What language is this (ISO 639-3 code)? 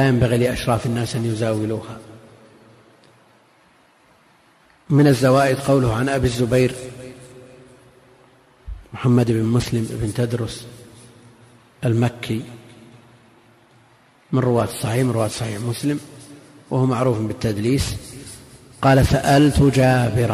ara